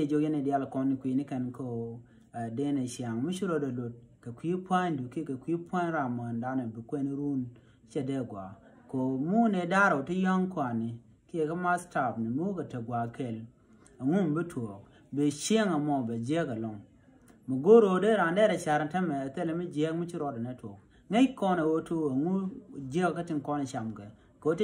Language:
Nuer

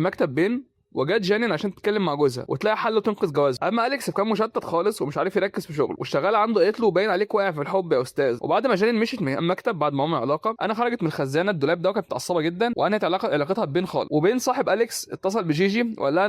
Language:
Egyptian Arabic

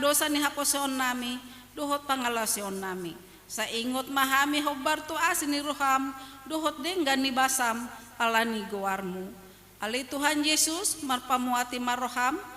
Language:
Batak Toba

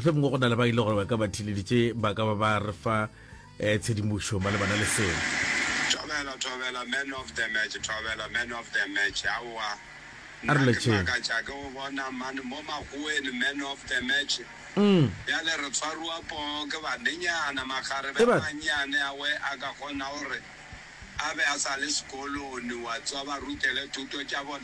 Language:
Northern Sotho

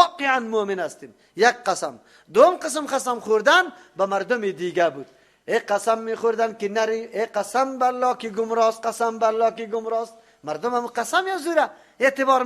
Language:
Persian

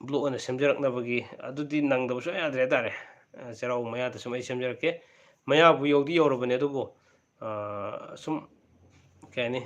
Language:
Manipuri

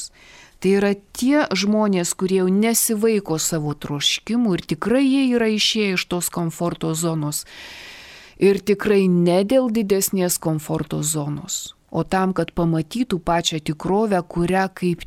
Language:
Lithuanian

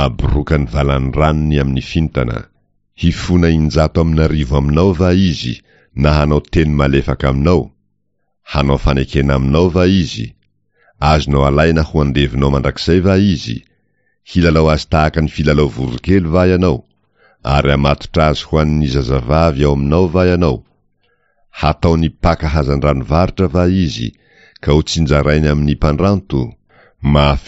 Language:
Malagasy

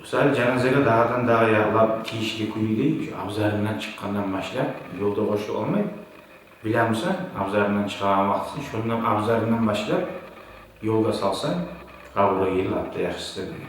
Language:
Kumyk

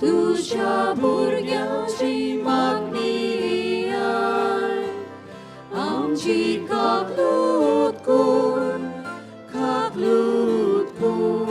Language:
Konkani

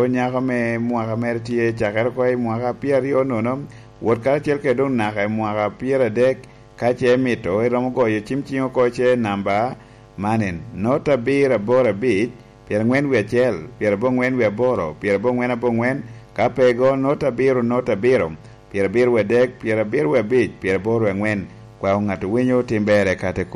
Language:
Lango (Uganda)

